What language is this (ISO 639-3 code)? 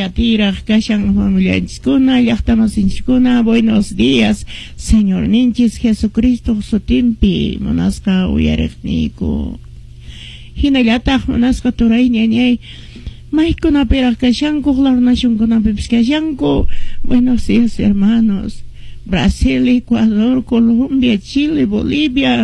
que